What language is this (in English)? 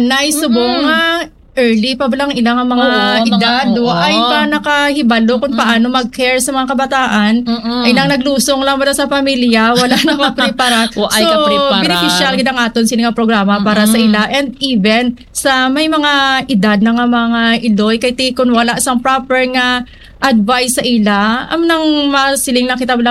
Hiligaynon